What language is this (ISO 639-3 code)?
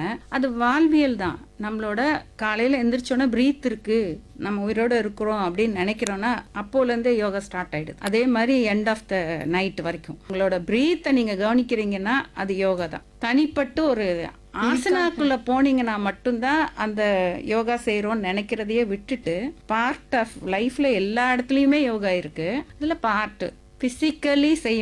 tam